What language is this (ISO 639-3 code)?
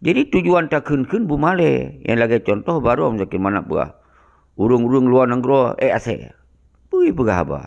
ace